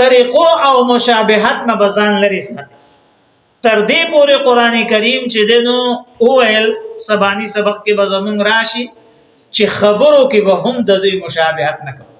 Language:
Pashto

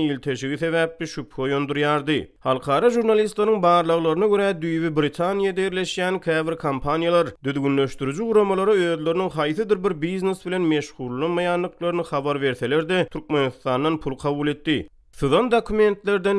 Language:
Turkmen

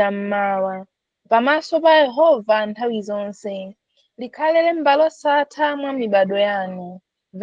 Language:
Nyanja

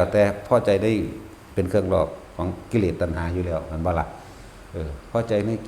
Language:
Northeastern Thai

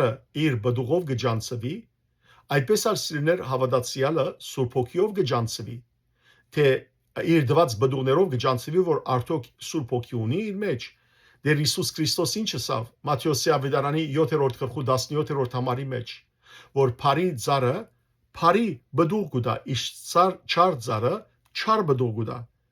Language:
Western Armenian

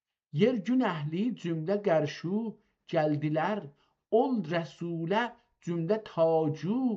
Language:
South Azerbaijani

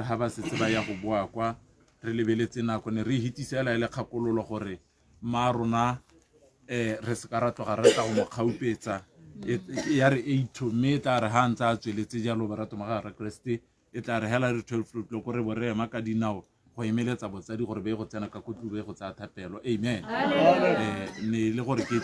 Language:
Tswana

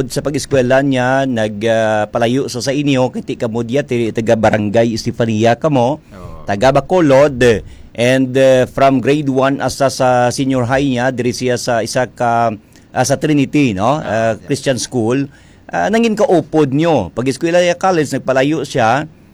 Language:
Hiligaynon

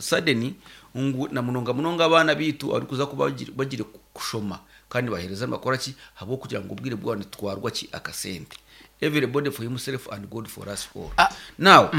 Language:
Nyankole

